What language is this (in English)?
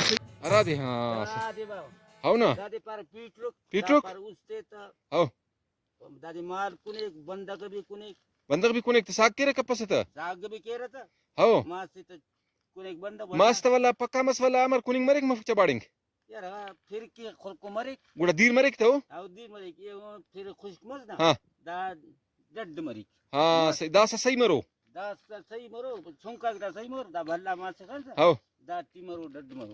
Brahui